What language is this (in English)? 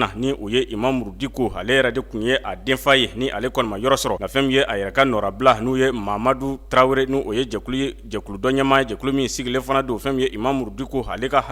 Bambara